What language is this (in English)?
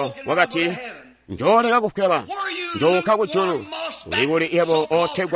Tonga (Zambia)